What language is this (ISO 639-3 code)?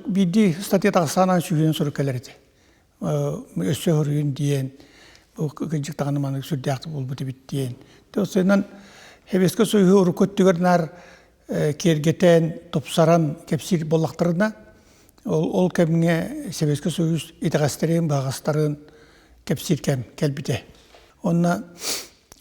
sah